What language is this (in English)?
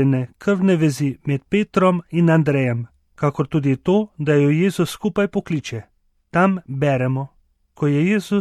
Slovenian